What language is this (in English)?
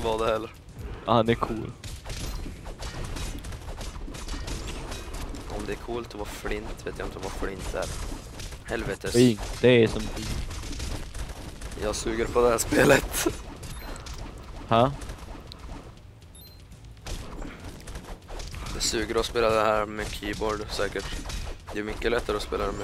Swedish